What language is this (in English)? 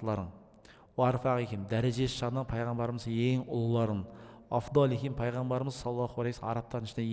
Kazakh